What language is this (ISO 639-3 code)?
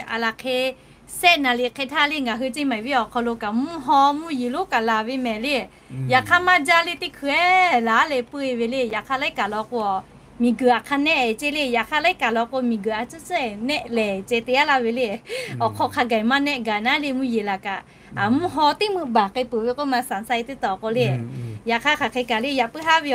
lhu